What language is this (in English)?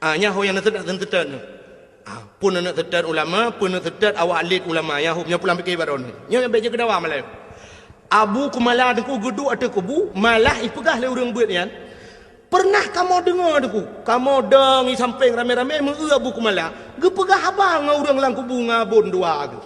Achinese